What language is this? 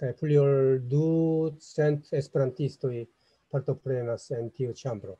Esperanto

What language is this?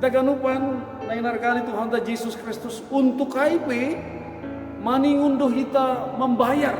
Batak Simalungun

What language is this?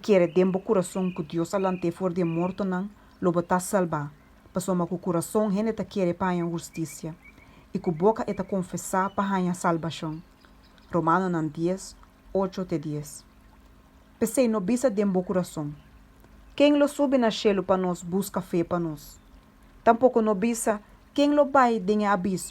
Papiamento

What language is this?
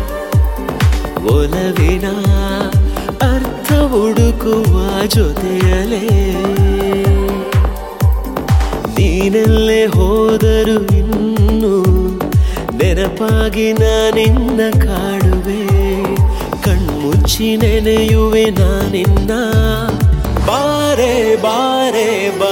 Kannada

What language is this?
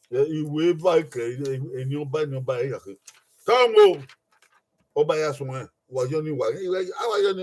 Bini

